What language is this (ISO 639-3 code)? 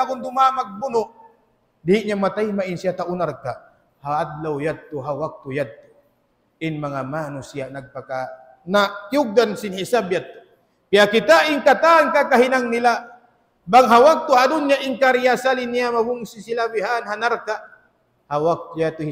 tsg